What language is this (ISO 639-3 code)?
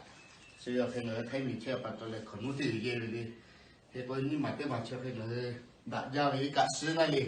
lhu